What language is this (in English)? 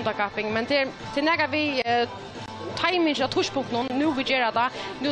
Faroese